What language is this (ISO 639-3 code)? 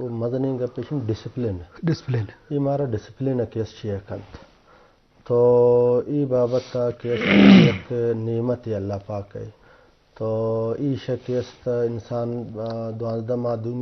bgp